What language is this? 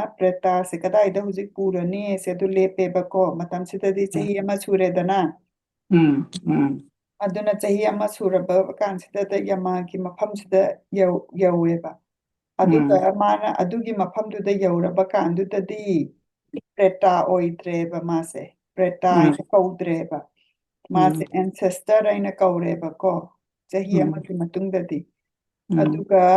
Manipuri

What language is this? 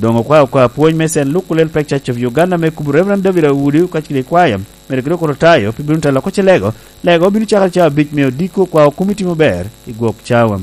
Lango (Uganda)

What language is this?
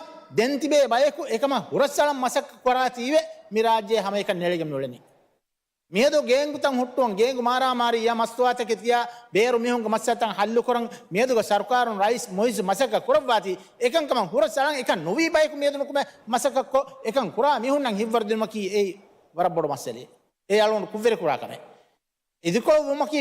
Divehi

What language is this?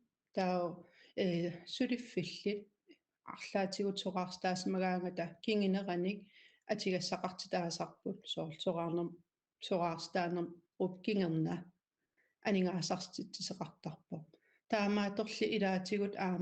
Kalaallisut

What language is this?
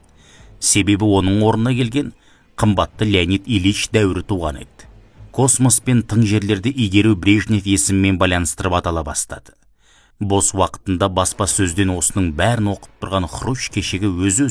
Kazakh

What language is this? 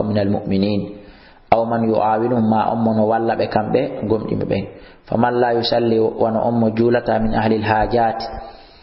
Fula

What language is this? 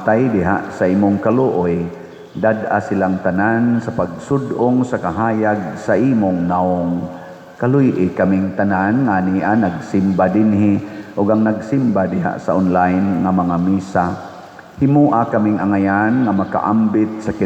Cebuano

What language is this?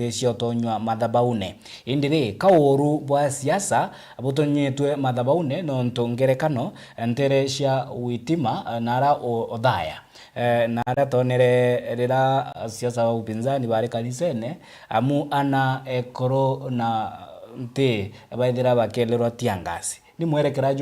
Meru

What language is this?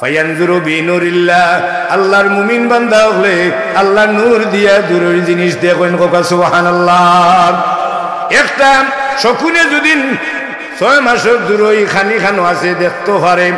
Sylheti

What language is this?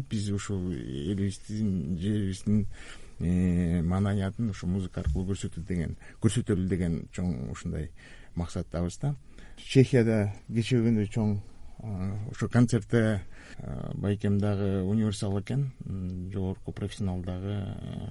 Kyrgyz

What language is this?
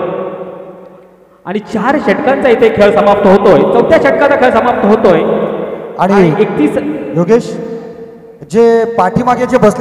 Marathi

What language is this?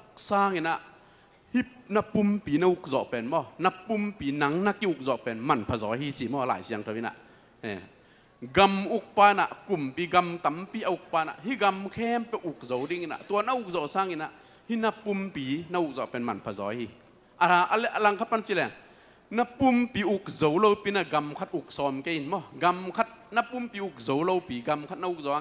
Tedim Chin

